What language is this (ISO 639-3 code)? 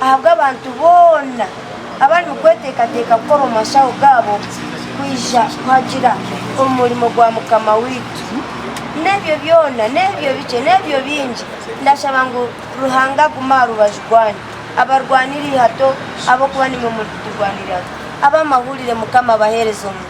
nyn